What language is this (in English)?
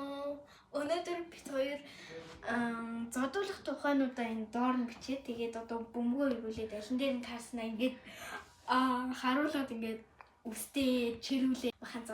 Mongolian